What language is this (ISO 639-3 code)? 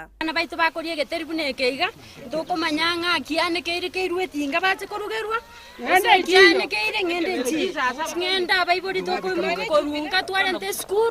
guz